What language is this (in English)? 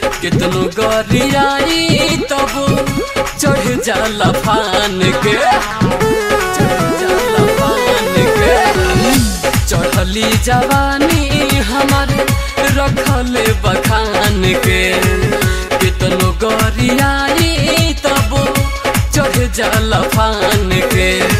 Bhojpuri